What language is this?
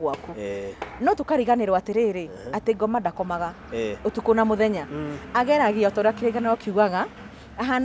Kikuyu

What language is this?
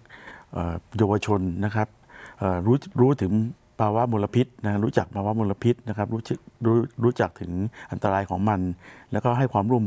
Thai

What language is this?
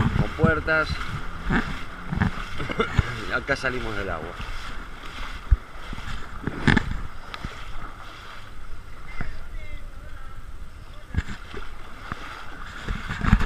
Spanish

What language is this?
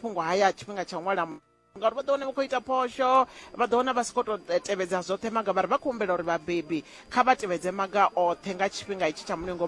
Venda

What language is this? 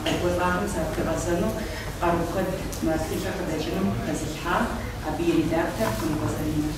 Kabardian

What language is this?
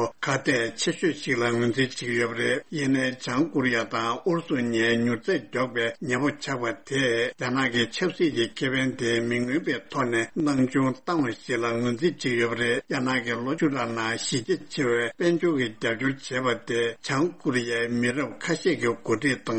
Tibetan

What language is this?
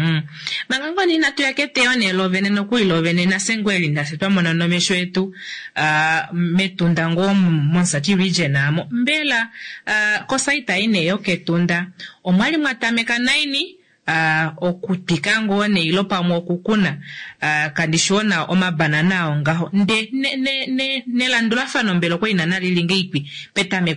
Kuanyama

